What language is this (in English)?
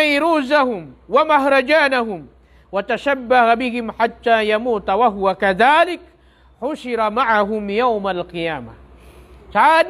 Maranao